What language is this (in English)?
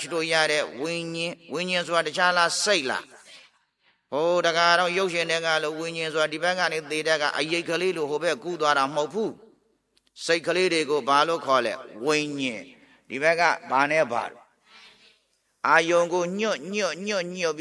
Burmese